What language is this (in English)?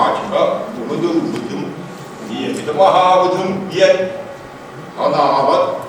Yakut